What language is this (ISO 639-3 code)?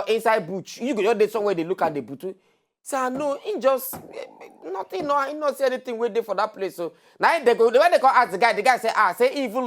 pcm